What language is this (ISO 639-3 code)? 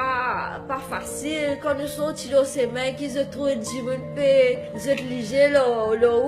mfe